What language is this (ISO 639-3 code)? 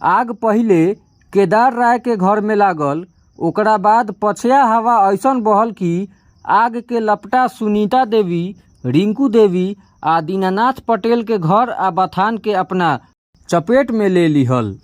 bho